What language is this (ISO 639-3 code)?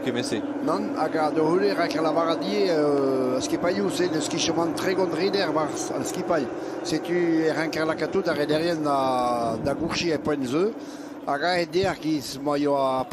bre